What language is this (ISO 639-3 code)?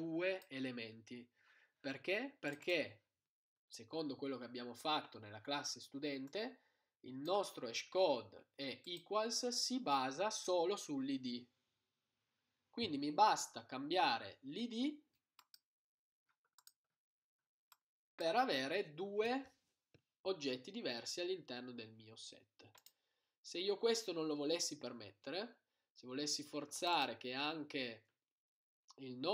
ita